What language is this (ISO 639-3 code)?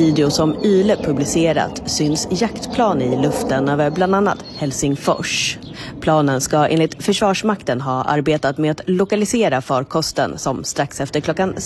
swe